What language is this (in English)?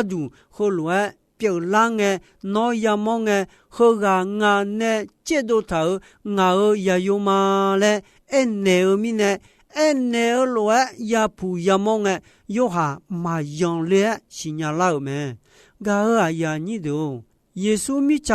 Akha